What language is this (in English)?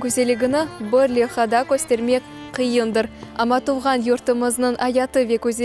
Crimean Tatar